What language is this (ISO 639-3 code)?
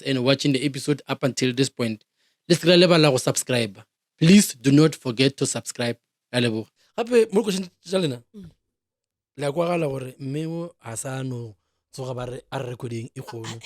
nso